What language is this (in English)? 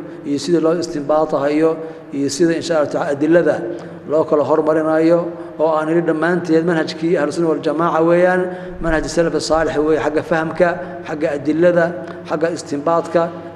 Somali